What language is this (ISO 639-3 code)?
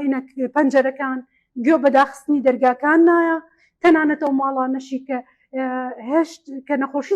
ckb